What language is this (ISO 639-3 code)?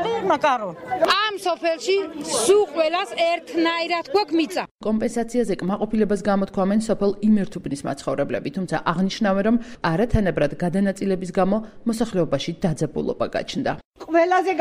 kat